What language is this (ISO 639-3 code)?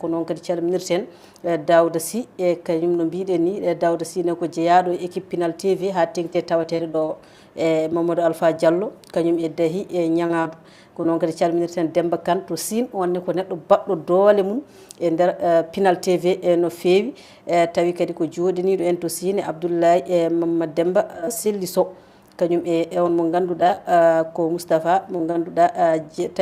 ful